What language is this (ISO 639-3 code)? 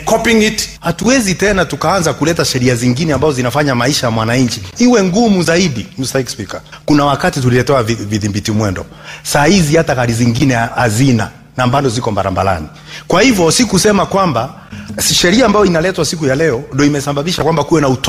swa